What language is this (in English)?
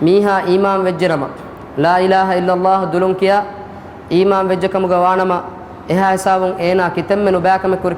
Divehi